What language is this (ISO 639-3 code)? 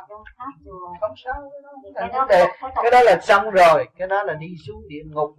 vie